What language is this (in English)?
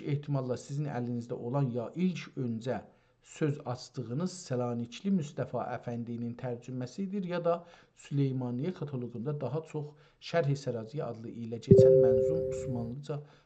South Azerbaijani